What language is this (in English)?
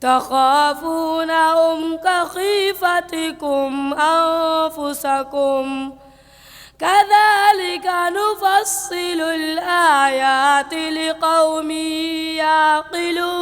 Eastern Balochi